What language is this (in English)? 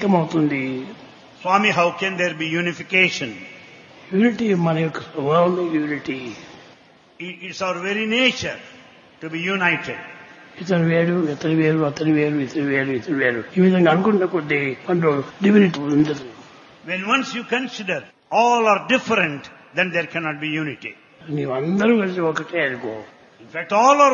Telugu